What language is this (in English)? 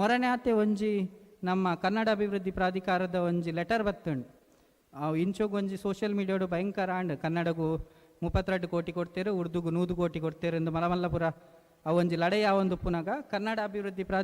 Tulu